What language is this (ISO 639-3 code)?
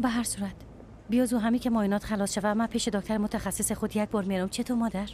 fas